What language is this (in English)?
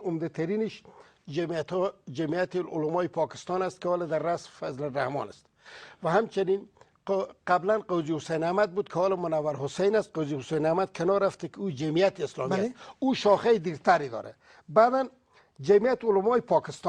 Pashto